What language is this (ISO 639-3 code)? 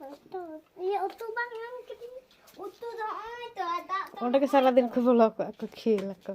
sat